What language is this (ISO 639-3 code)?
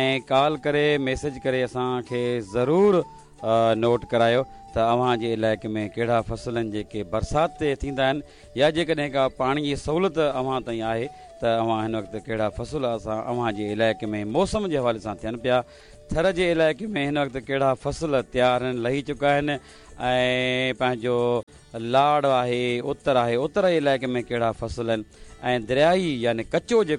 snd